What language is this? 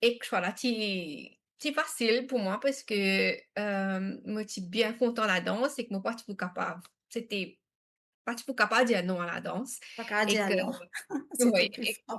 Morisyen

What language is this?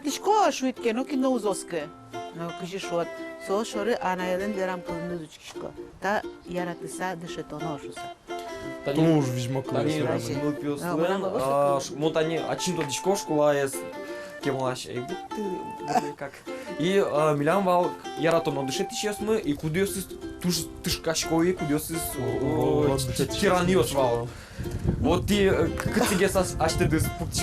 Udmurt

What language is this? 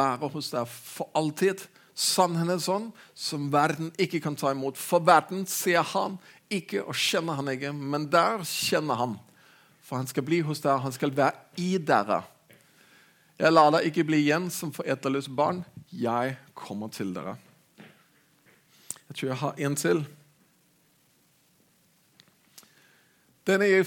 Norwegian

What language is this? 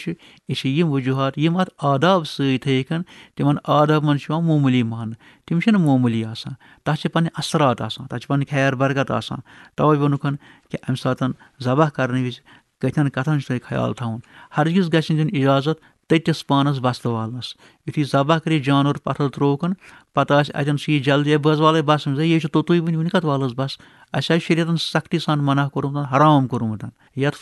Kashmiri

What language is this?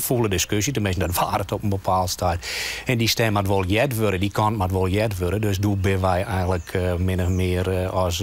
Western Frisian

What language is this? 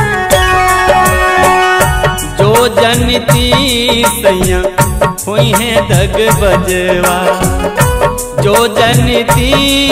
Bhojpuri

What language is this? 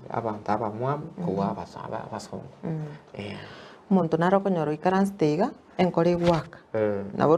Gusii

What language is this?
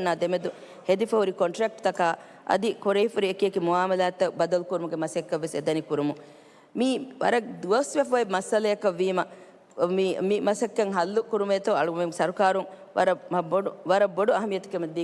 Divehi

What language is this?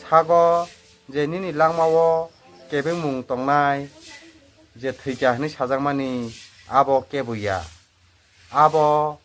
Kok Borok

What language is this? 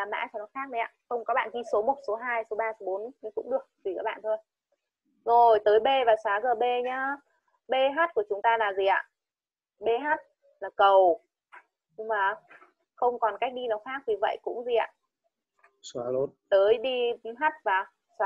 Vietnamese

